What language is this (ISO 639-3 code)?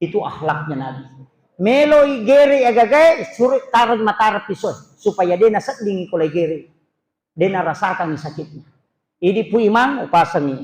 bug